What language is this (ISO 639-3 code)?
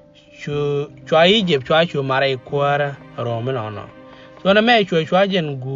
nus